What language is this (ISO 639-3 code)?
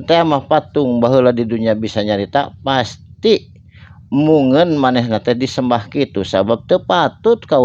sun